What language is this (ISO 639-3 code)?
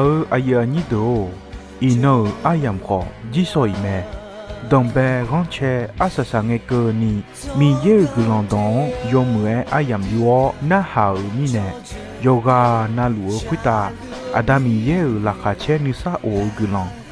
ahk